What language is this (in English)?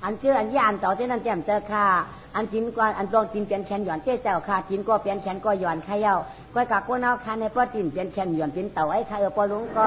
Shan